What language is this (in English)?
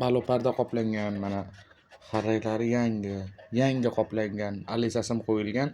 Uzbek